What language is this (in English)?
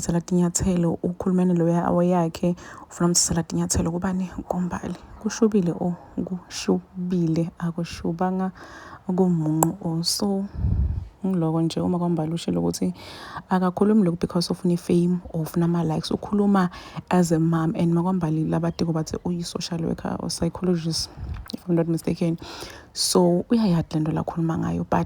Zulu